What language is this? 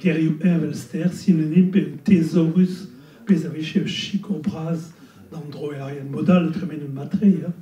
Breton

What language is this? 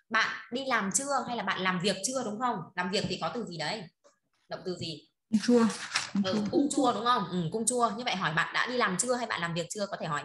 Vietnamese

